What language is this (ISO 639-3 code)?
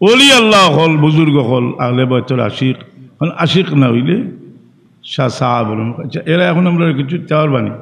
syl